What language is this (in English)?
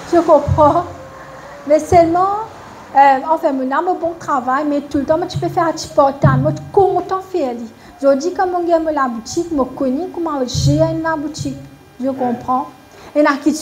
Morisyen